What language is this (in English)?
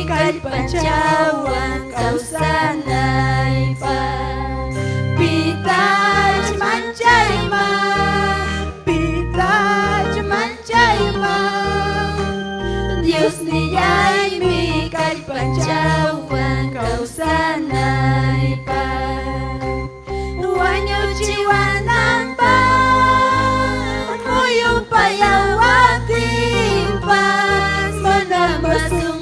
Ayacucho Quechua